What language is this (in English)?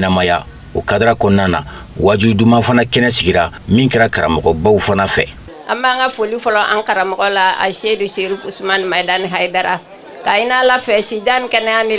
Bambara